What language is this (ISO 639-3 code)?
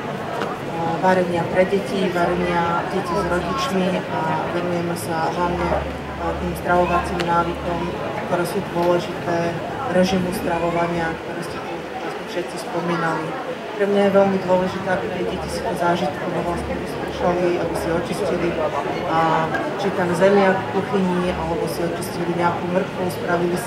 slk